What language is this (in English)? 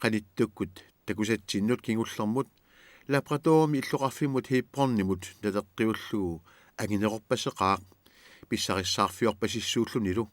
Kalaallisut